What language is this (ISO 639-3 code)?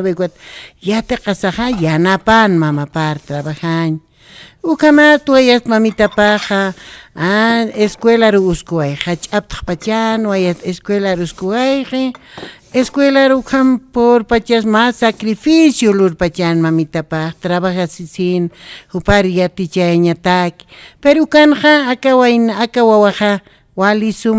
aym